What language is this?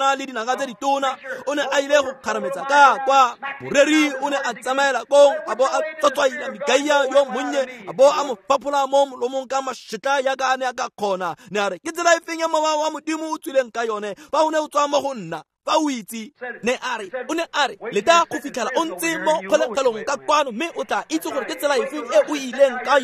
Tswana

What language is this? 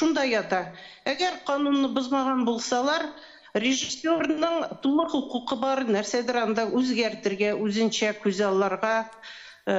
Tatar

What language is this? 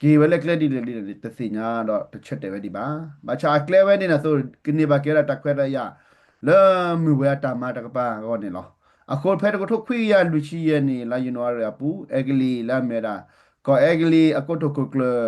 S'gaw Karen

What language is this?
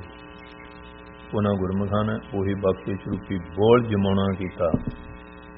Punjabi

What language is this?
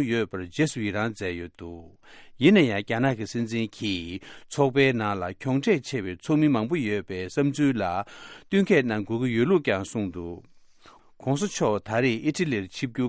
Tibetan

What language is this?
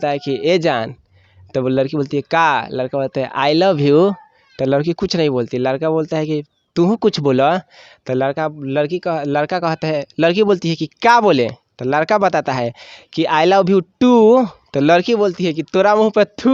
Bhojpuri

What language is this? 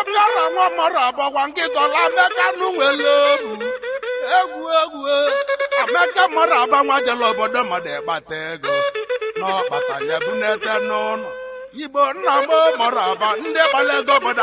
Igbo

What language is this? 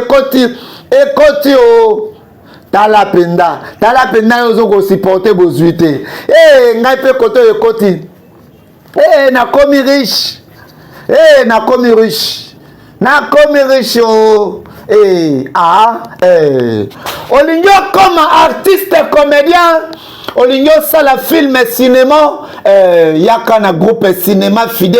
Lingala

